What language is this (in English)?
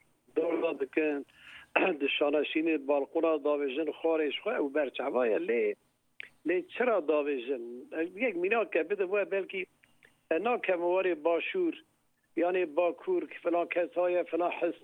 Kurdish